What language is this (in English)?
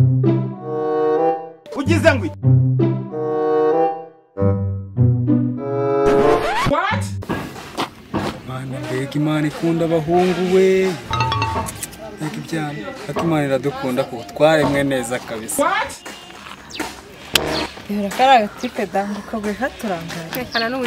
Kinyarwanda